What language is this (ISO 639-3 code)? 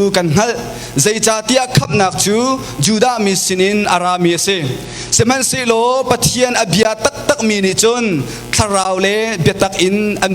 cnh